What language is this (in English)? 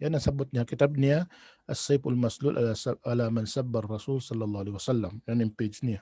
Tausug